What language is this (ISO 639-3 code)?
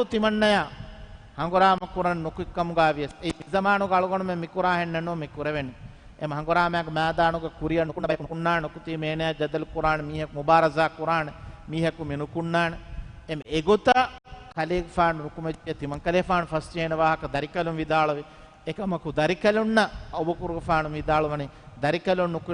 div